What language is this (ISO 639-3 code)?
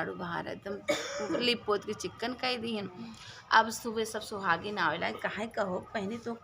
awa